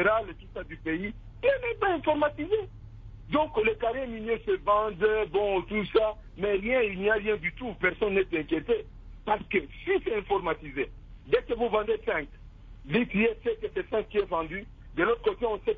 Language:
French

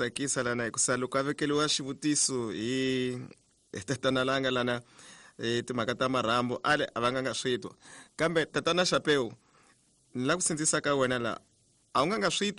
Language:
Tsonga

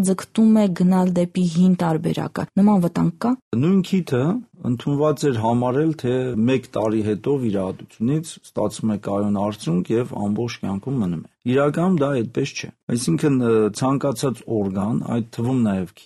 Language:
Armenian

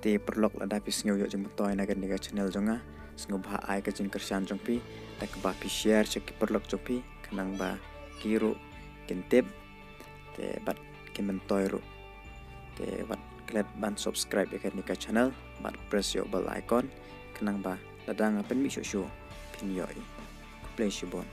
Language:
Khasi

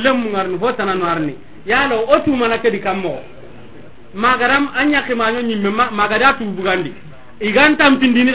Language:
Soninke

